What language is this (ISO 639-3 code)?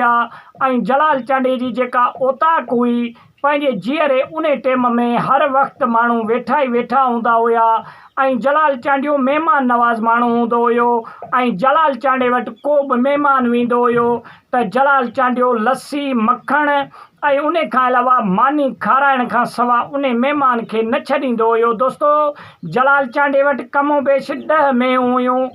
snd